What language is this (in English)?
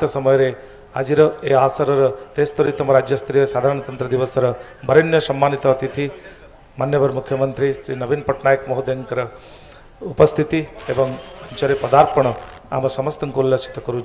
Odia